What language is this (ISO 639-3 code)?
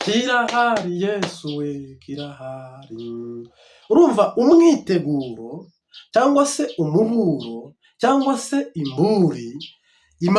kin